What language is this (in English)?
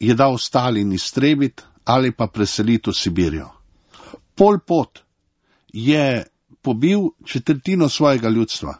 Slovenian